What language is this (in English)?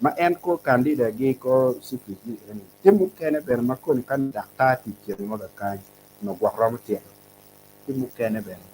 Acoli